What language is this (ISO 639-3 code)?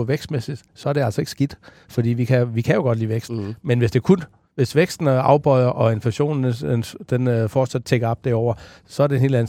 dan